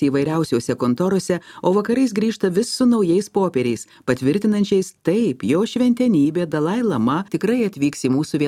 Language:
Lithuanian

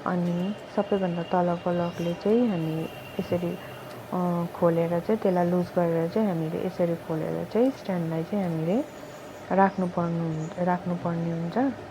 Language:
Nepali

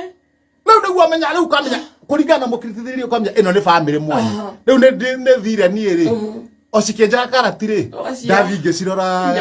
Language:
Kikuyu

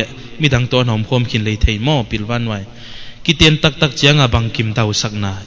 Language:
Paite Chin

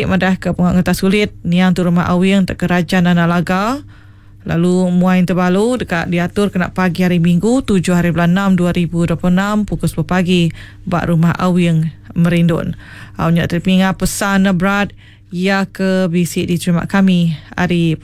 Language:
Iban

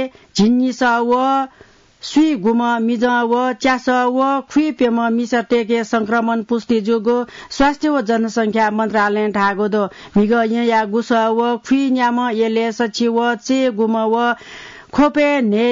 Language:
Newari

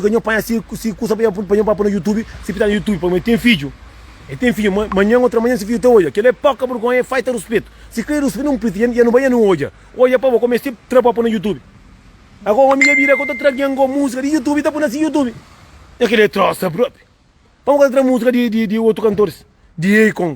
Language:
Kabuverdianu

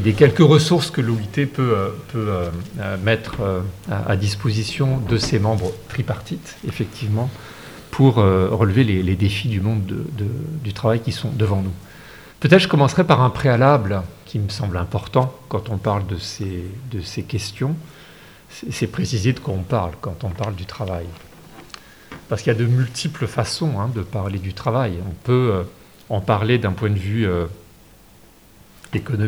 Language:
French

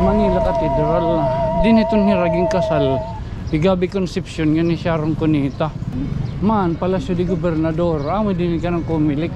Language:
Waray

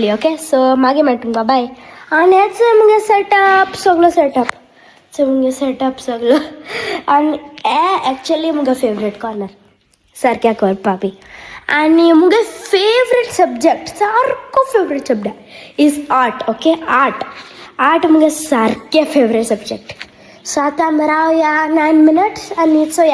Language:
Konkani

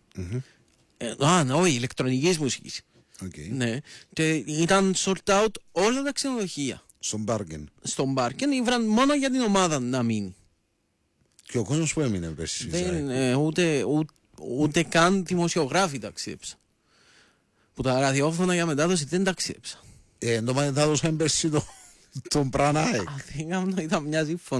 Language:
Greek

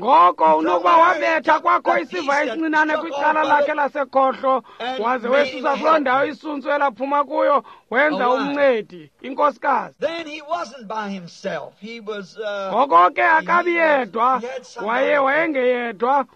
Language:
Xhosa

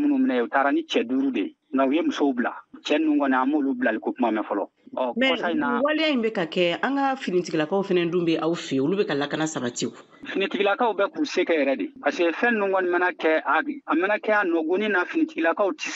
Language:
Bambara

